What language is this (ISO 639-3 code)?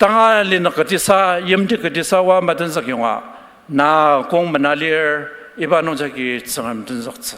njo